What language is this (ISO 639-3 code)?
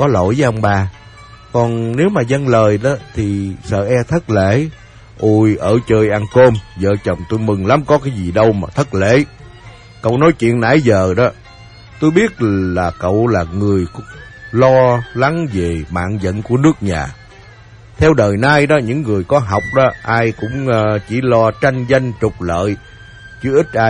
vie